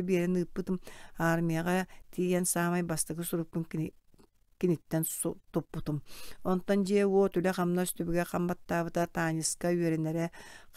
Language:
Yakut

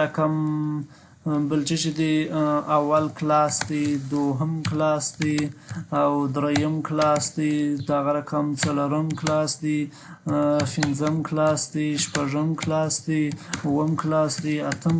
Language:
Pashto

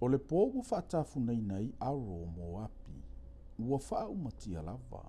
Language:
Samoan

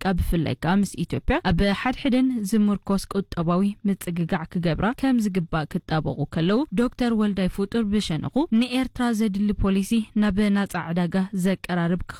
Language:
Tigrinya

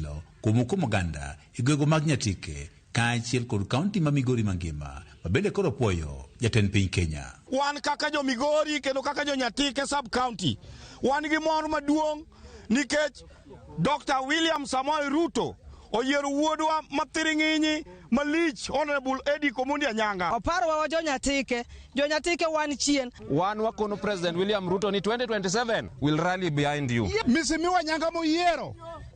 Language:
Luo (Kenya and Tanzania)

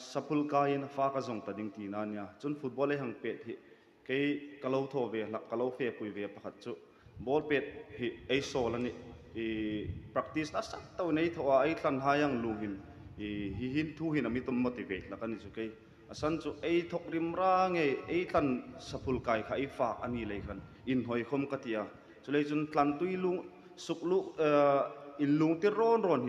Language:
Hmar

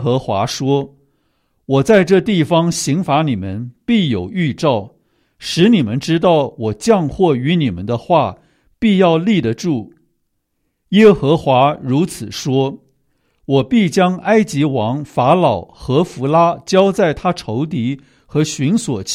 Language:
Chinese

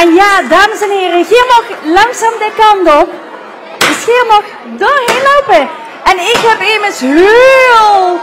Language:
Limburgish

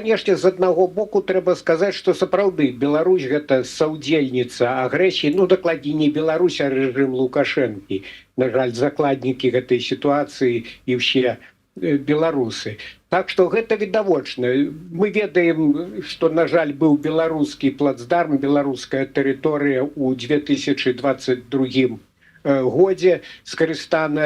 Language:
Belarusian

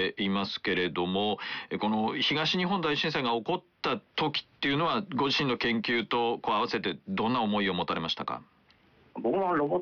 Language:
Japanese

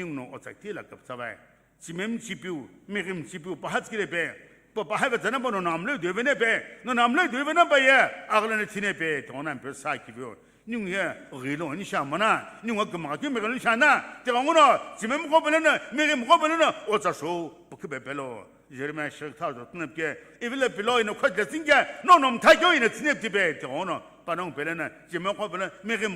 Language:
Sumi Naga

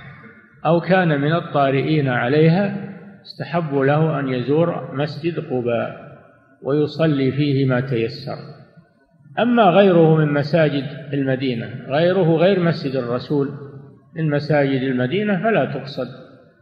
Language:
Arabic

